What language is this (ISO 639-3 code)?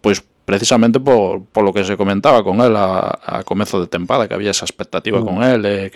glg